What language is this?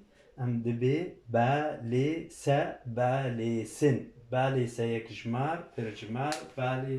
Kurdish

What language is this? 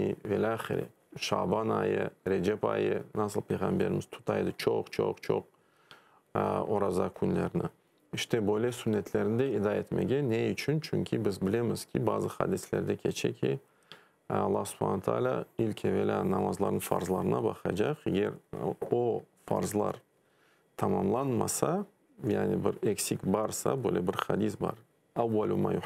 Crimean Tatar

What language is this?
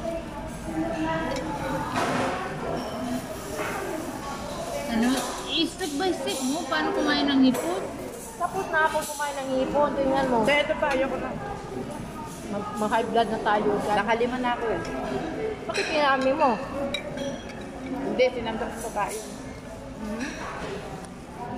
Filipino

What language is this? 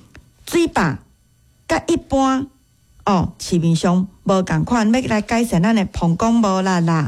Min Nan Chinese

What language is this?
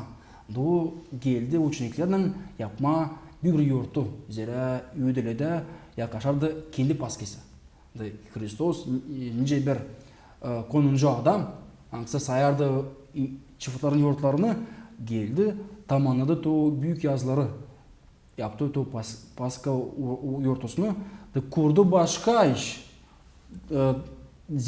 Gagauz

